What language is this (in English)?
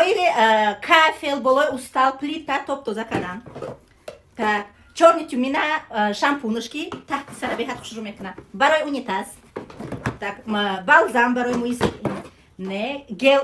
Tajik